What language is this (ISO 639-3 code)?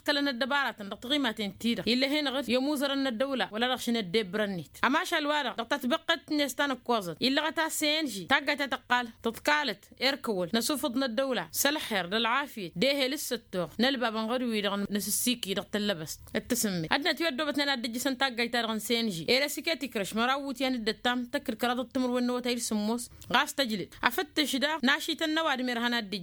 taq